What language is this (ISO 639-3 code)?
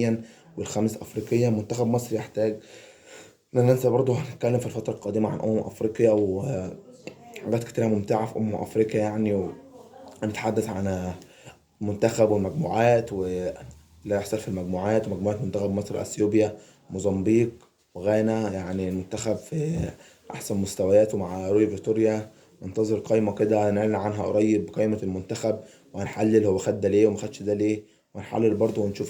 arz